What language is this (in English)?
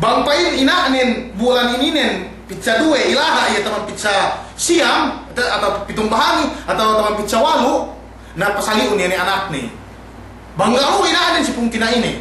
Yakan